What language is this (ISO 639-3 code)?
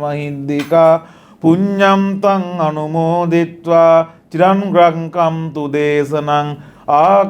sin